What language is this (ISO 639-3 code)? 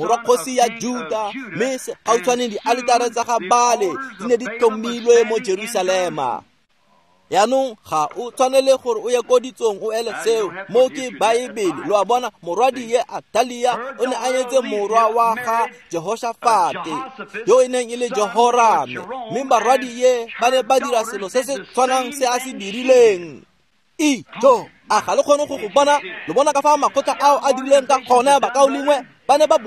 tsn